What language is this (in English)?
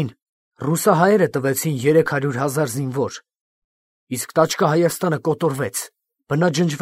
Armenian